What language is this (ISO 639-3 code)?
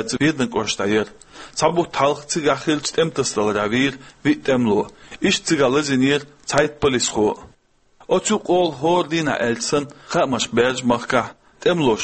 che